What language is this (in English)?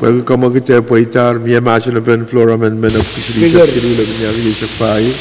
Pohnpeian